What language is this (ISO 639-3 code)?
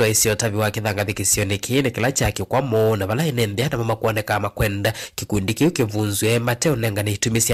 kam